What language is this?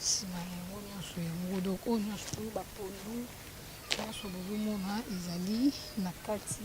Lingala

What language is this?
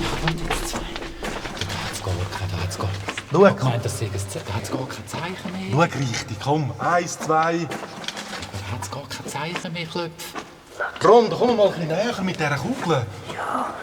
Swiss German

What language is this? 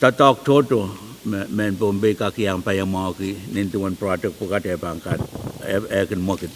Pohnpeian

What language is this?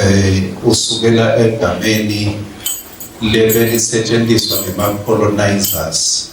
Swati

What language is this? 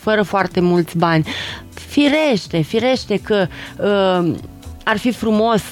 Romanian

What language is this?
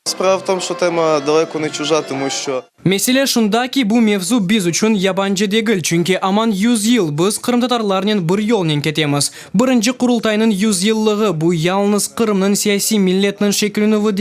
Crimean Tatar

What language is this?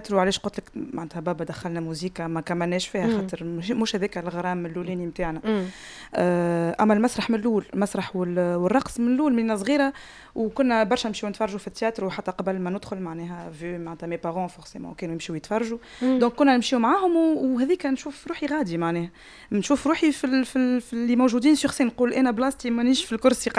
Tunisian Arabic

